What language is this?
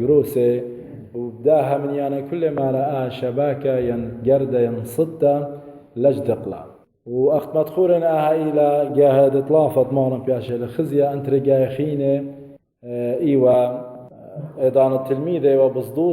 Assyrian Neo-Aramaic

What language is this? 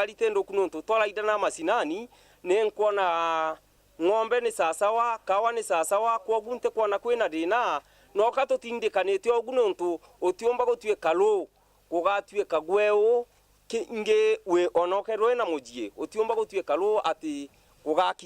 Meru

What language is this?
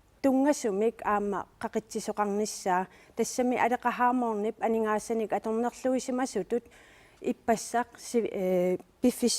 Kalaallisut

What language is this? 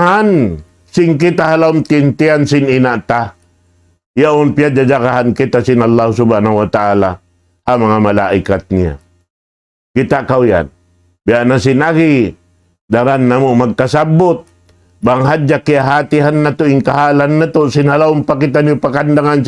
Tausug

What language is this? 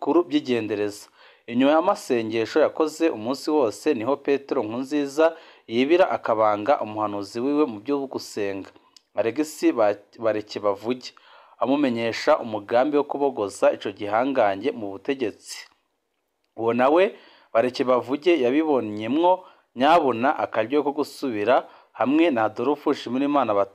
Rundi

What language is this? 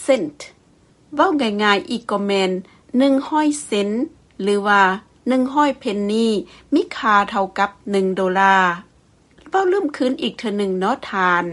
Lao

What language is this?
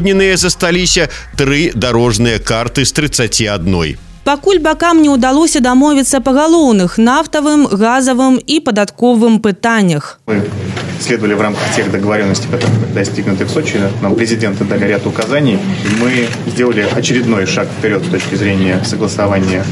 Belarusian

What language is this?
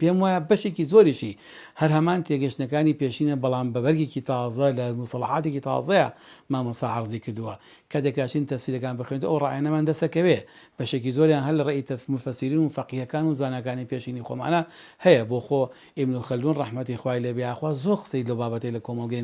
Central Kurdish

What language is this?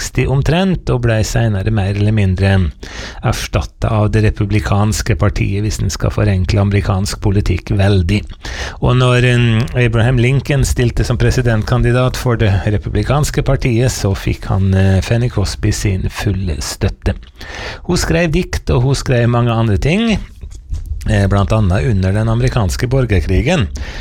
Norwegian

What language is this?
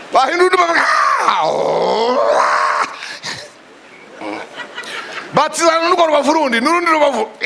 Kinyarwanda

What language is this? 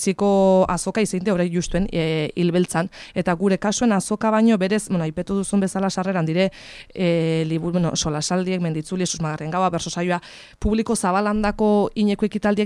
Basque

